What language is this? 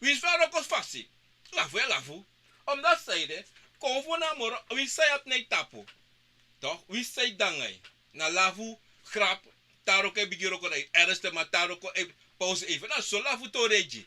Sranan Tongo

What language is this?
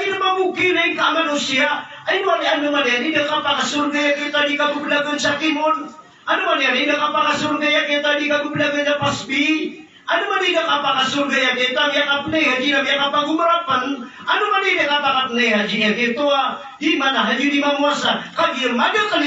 Maranao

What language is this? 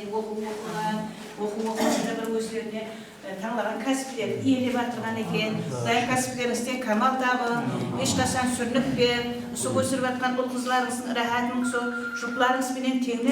Kara-Kalpak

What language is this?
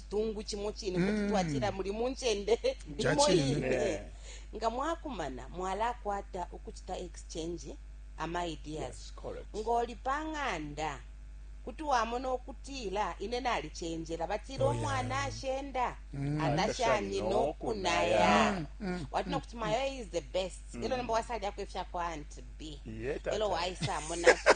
Bemba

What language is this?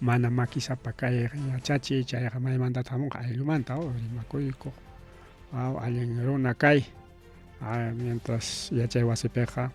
Ayacucho Quechua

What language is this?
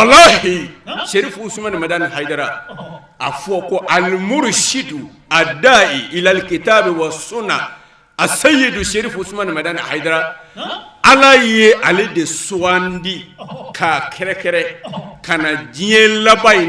Bambara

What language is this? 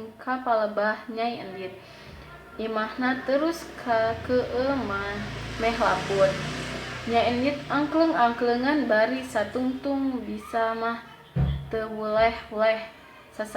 Sundanese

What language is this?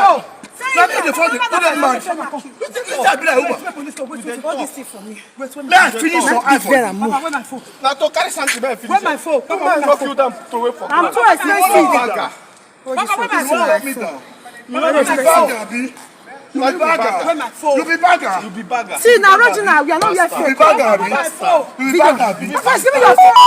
Nigerian Pidgin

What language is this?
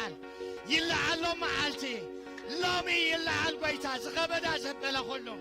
Tigrinya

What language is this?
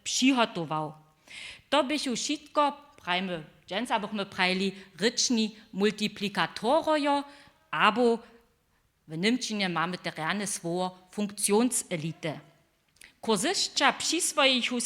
Upper Sorbian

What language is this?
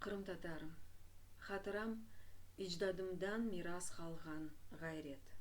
Crimean Tatar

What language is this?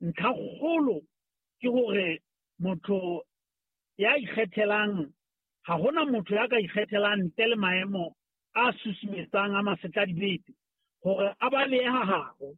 Southern Sotho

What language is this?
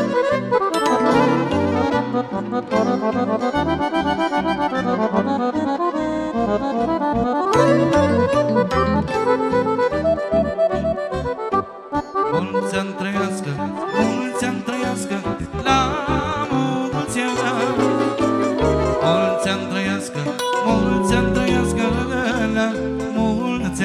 Romanian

